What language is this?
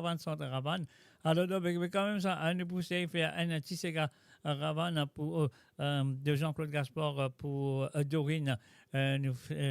Morisyen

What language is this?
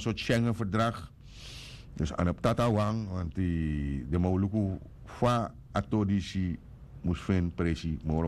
Sranan Tongo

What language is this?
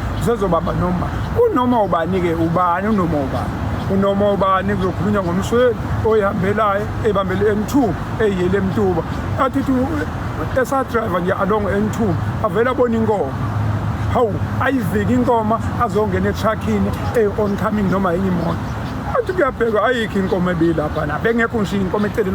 Zulu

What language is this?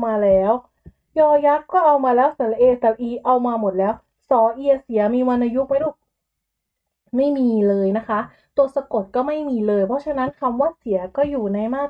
Thai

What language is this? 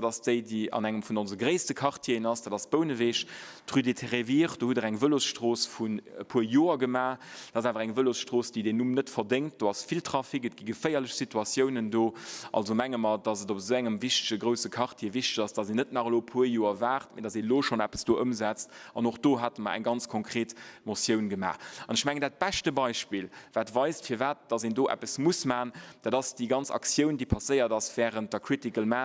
Luxembourgish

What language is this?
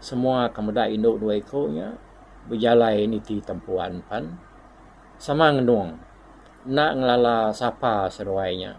Iban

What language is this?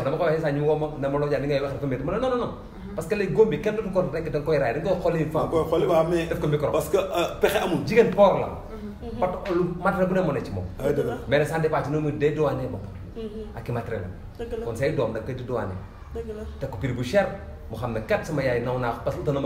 Wolof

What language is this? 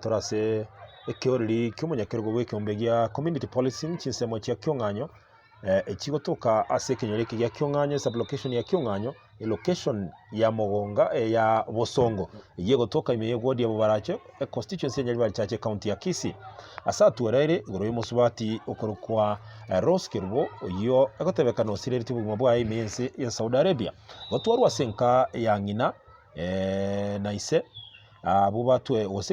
Gusii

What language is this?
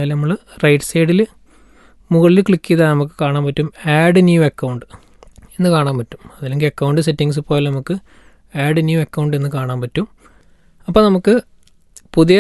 Malayalam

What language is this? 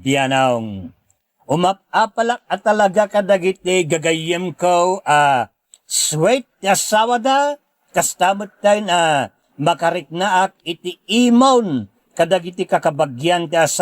Iloko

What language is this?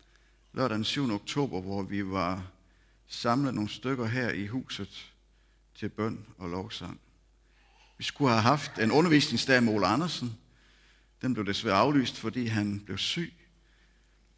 Danish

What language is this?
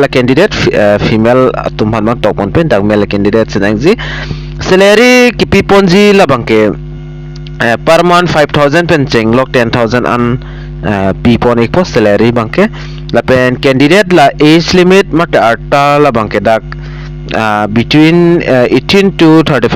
Karbi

